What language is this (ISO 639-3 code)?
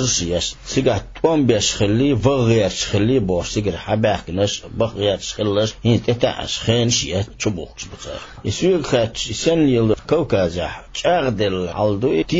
che